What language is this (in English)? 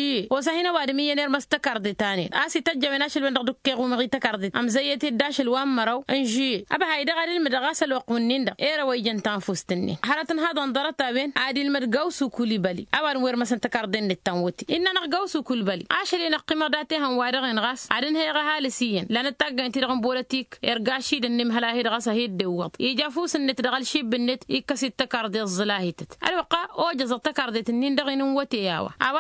Tamasheq